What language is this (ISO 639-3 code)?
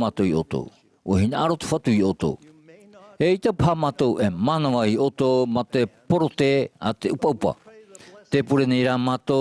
tah